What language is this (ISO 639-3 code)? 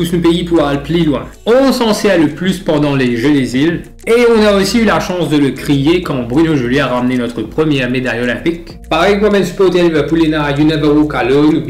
mfe